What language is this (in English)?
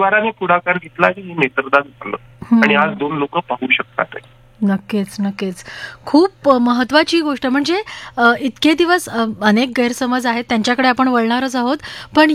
Marathi